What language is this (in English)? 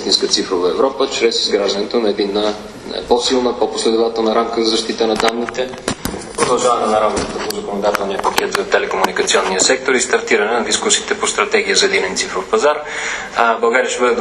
Bulgarian